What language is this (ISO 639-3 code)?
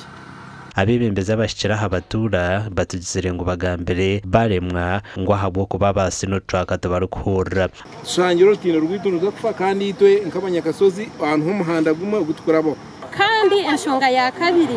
nyn